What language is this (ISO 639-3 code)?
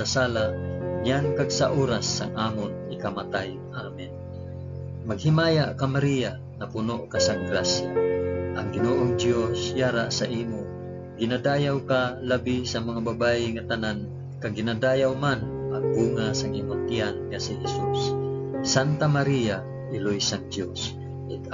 hil